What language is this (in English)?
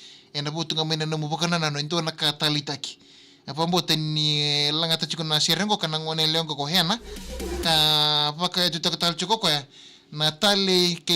Fijian